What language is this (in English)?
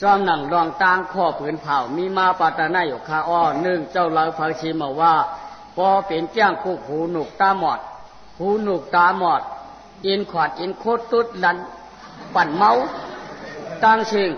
Shan